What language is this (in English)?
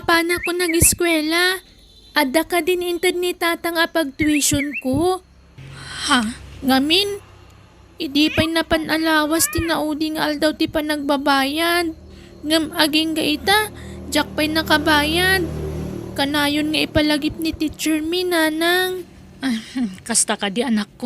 Iloko